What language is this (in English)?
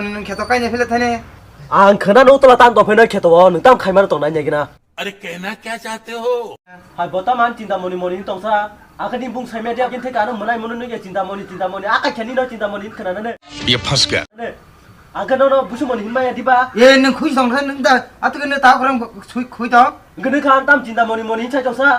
Kok Borok